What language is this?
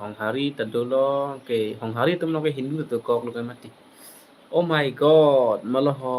Karbi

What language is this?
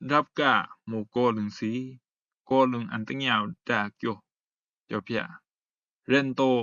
Rumai Palaung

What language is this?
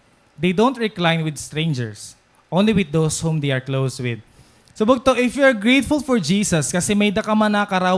Waray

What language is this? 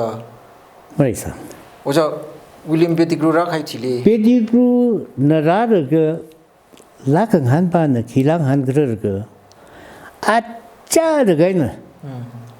Tangkhul Naga (India)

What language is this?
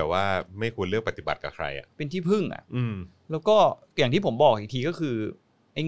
Thai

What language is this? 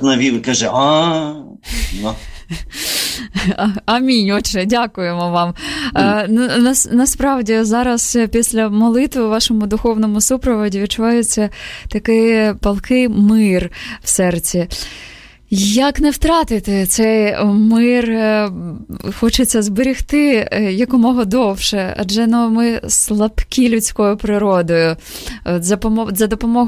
Ukrainian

